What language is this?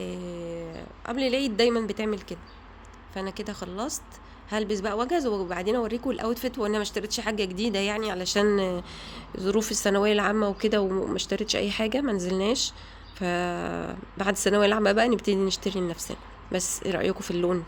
Egyptian Arabic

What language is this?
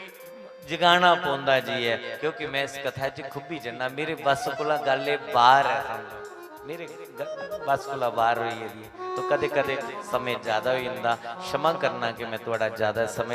Dogri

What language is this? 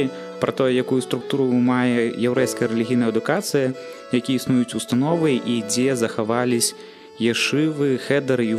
Belarusian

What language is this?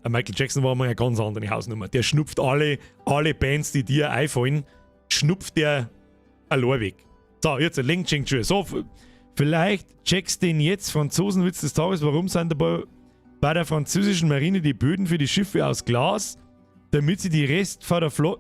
Bavarian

